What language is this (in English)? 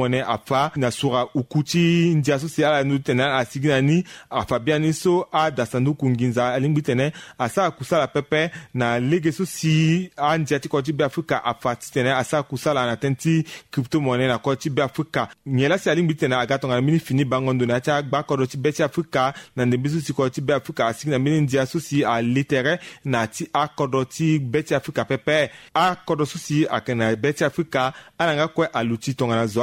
Sango